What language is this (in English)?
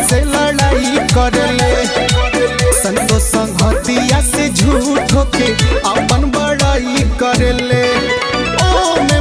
Bhojpuri